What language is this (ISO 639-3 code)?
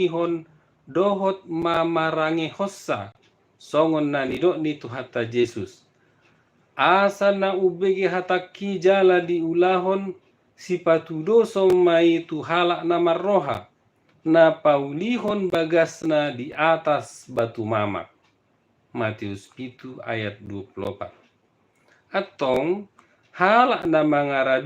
bbc